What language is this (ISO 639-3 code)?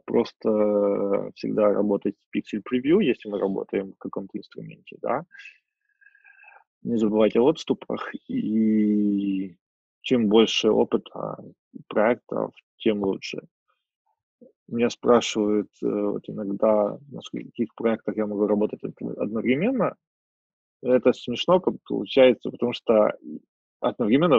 rus